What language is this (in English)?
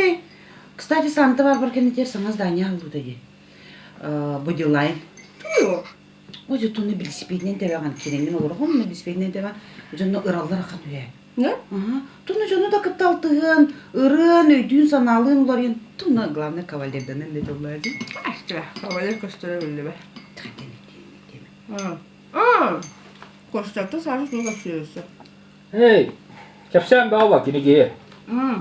Yakut